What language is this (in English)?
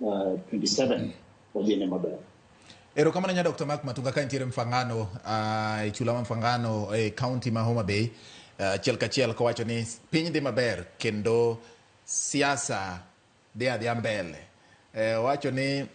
Luo (Kenya and Tanzania)